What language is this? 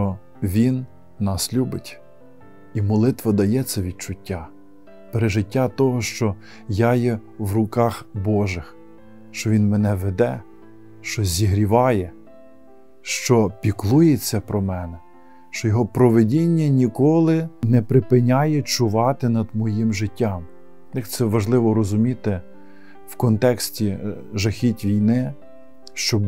Ukrainian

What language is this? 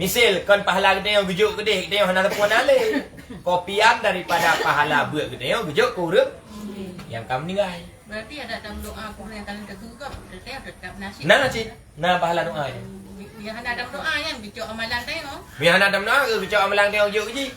Achinese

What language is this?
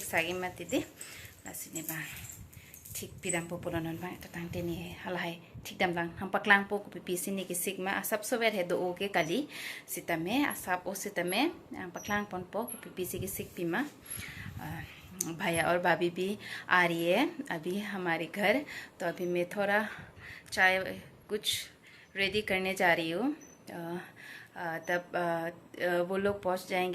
Karbi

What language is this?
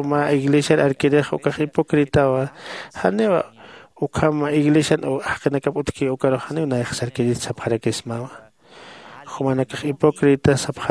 Aymara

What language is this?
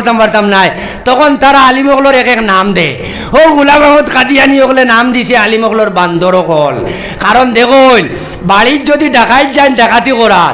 Sylheti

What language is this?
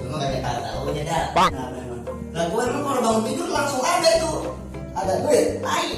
Betawi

